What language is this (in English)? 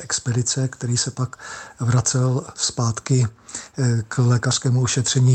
Czech